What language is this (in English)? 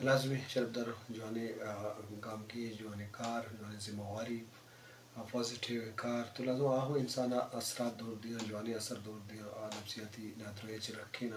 Eastern Balochi